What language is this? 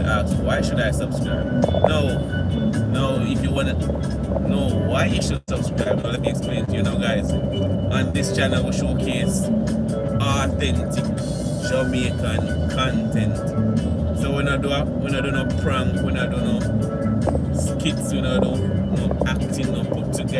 Jamaican Creole English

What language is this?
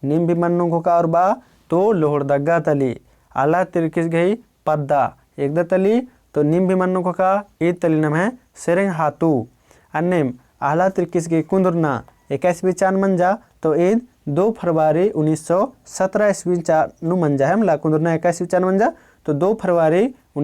Kurukh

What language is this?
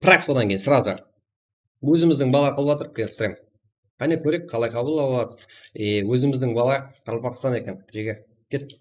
Kara-Kalpak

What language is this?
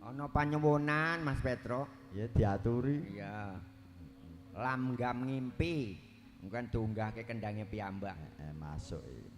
Javanese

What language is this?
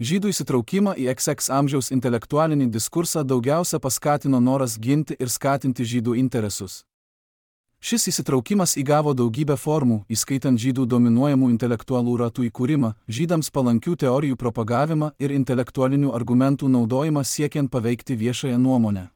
Lithuanian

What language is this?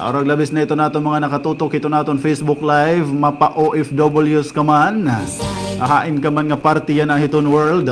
Waray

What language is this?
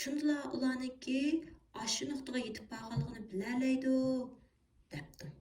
Uyghur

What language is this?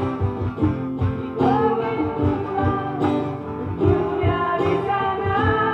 Malay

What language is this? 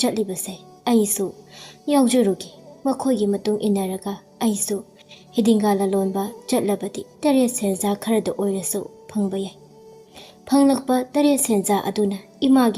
Manipuri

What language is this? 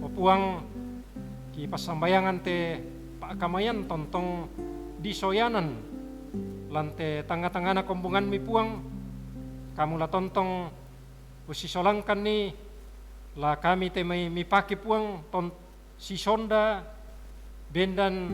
Toraja-Sa'dan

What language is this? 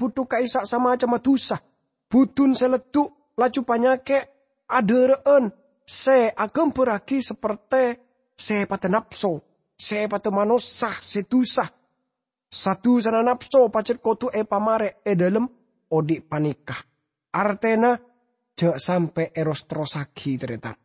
Madurese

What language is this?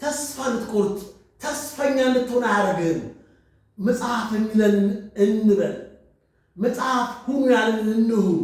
Amharic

